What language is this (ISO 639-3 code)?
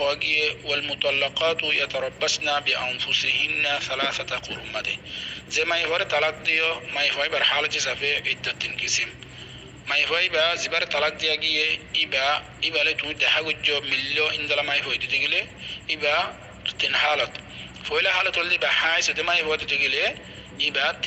rhg